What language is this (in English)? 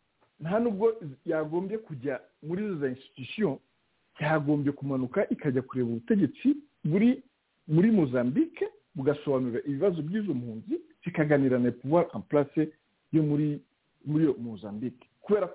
Kinyarwanda